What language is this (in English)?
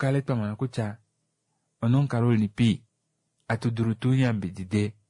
Kuanyama